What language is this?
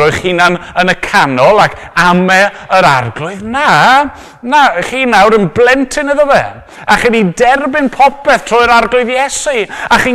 Welsh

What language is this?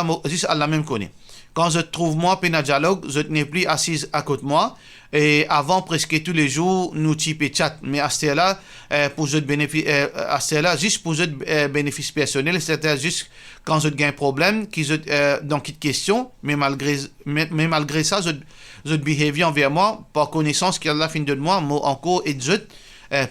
Morisyen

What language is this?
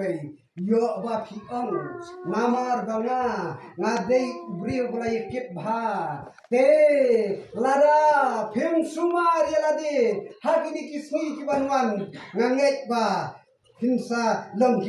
Khasi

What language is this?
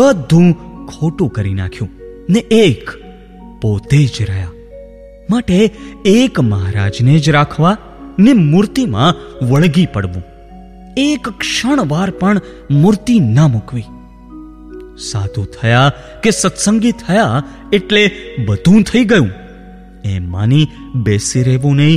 Gujarati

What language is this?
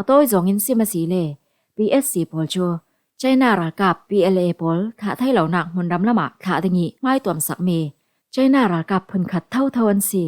Falam Chin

